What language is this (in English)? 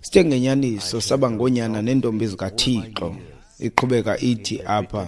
Xhosa